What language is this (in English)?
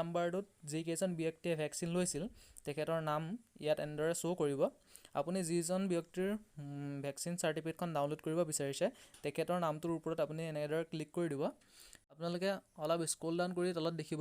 Assamese